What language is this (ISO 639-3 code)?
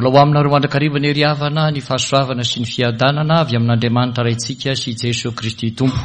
mlg